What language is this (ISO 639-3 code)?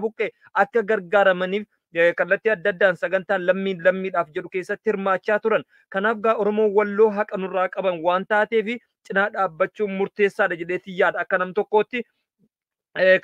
orm